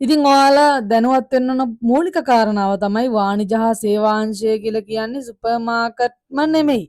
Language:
Sinhala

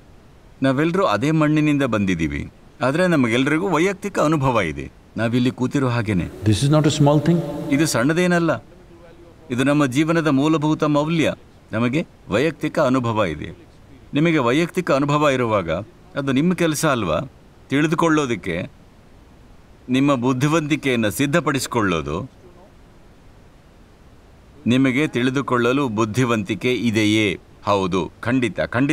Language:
Kannada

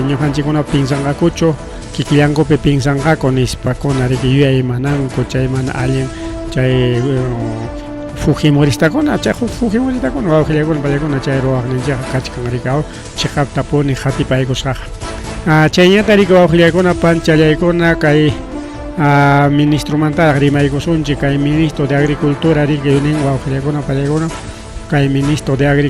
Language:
Ayacucho Quechua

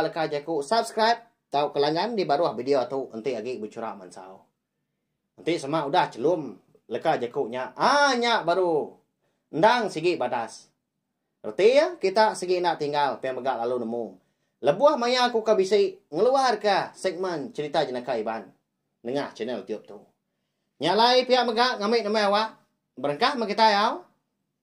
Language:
Iban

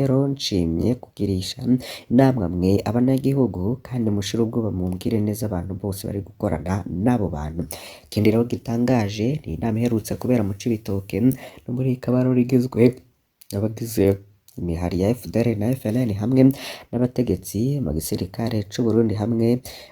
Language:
Rundi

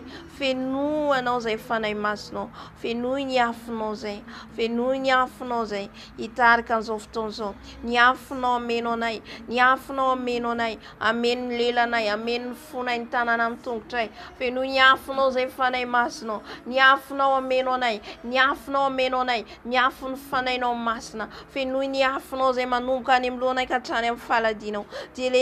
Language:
Malagasy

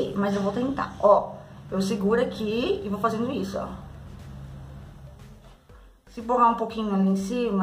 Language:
Portuguese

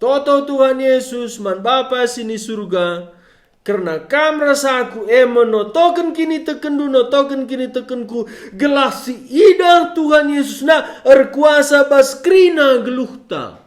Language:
Batak Karo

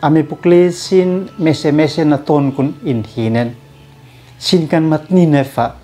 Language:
Uab Meto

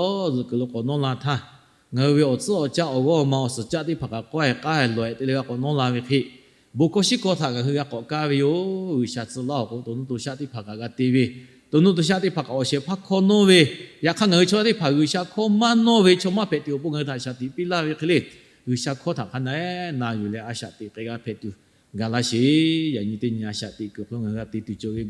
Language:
Lahu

